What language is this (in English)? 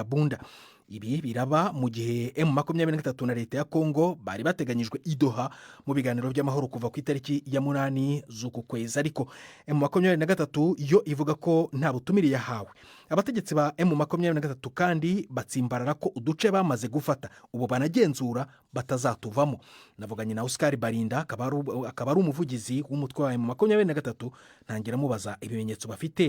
Kinyarwanda